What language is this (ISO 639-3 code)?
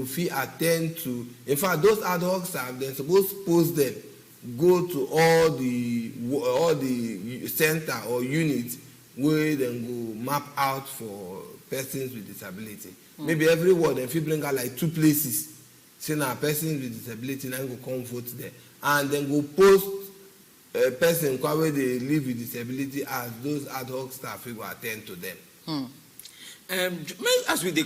pcm